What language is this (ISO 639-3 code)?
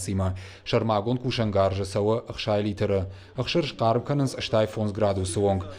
oss